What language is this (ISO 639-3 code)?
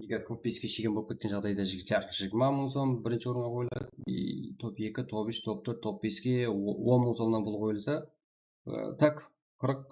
kaa